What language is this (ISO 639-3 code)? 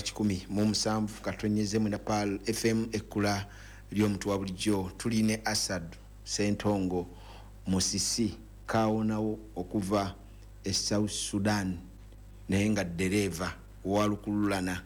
lug